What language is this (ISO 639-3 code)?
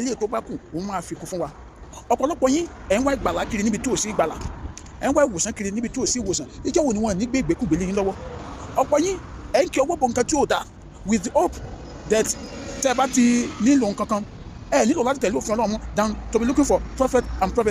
yor